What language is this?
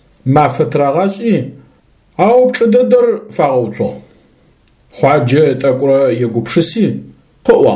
Adyghe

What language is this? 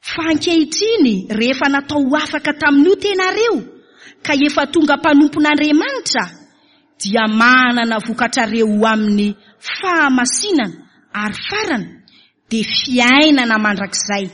Malagasy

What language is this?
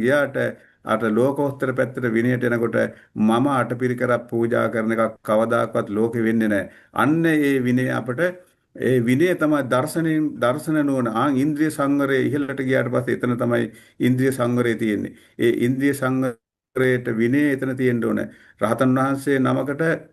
Sinhala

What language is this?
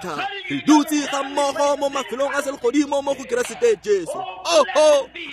Tswana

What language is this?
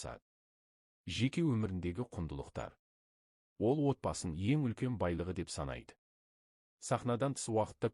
Kazakh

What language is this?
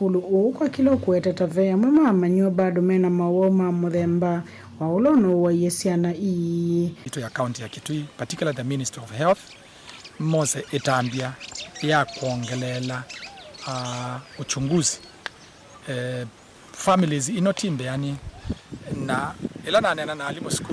Kamba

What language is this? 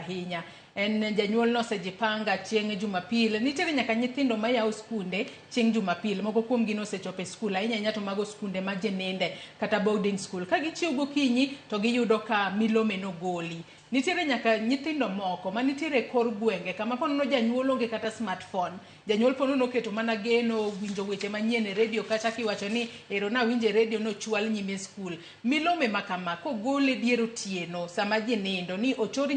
Luo (Kenya and Tanzania)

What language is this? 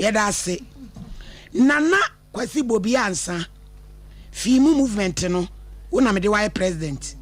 Akan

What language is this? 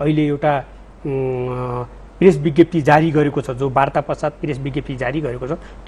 Nepali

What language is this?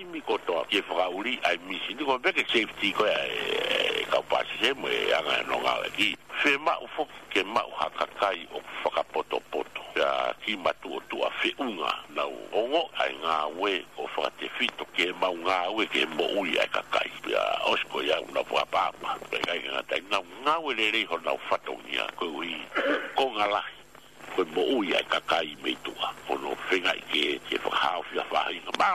Tongan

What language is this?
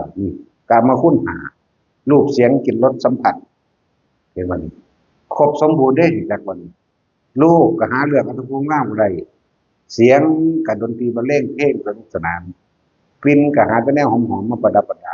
Northeastern Thai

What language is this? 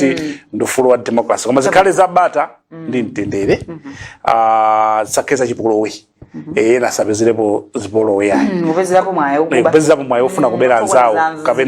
Nyanja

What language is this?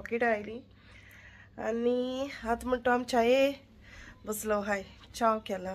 Konkani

